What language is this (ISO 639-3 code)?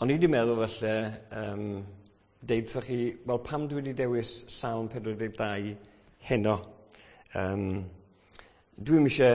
cym